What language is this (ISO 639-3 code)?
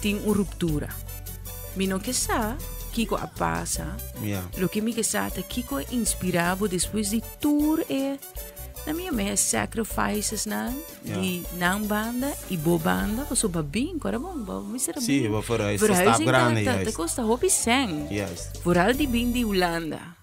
pap